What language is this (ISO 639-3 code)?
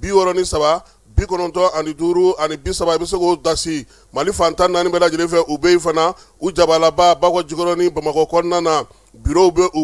bam